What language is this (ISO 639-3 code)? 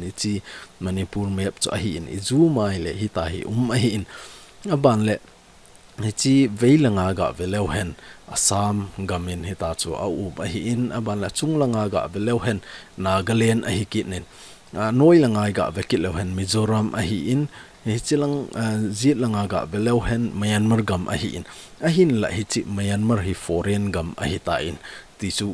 tcz